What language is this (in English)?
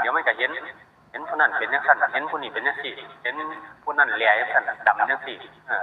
Northeastern Thai